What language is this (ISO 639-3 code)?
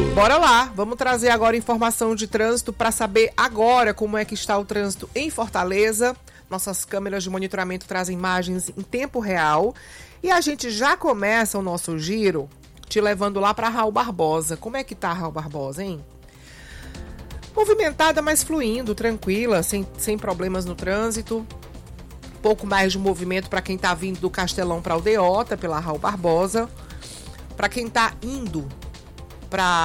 por